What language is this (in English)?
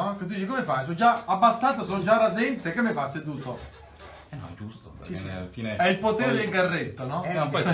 Italian